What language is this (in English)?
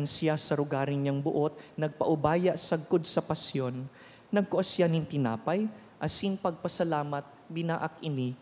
Bikol